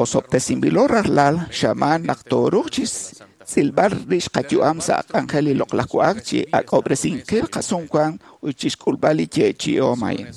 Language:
Kekchí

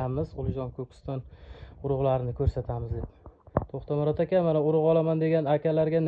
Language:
Uzbek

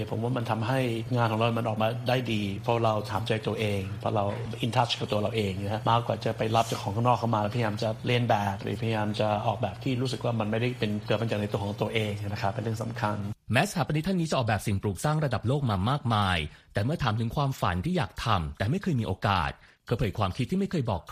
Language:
Thai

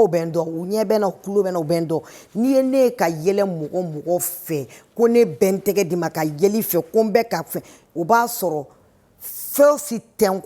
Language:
Bambara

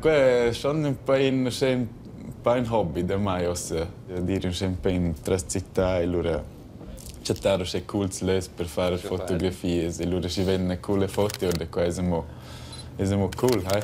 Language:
Romansh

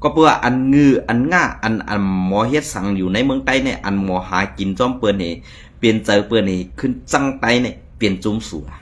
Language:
Shan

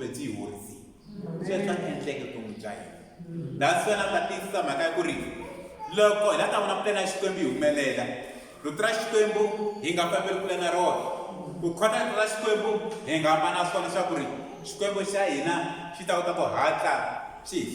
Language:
Tsonga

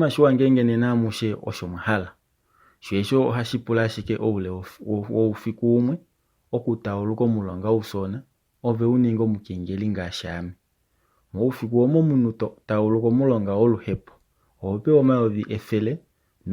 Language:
Kuanyama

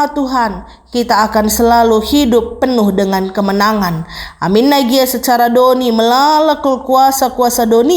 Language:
Batak Karo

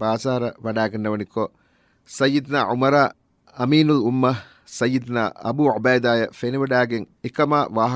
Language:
Divehi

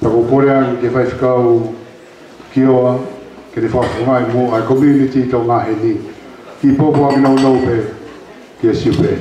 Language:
Tongan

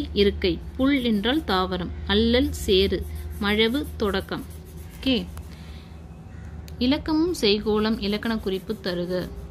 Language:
Tamil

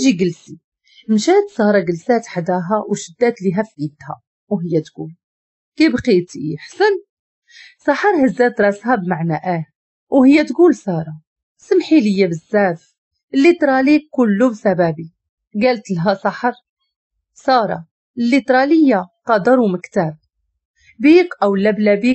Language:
Moroccan Arabic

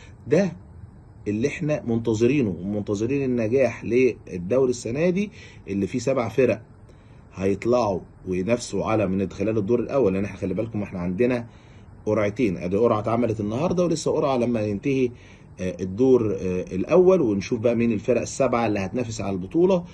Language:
Egyptian Arabic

